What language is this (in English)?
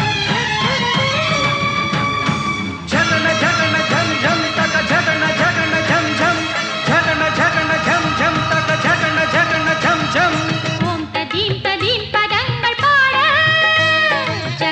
Tamil